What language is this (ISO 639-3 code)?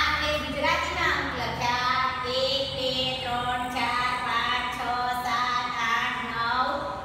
guj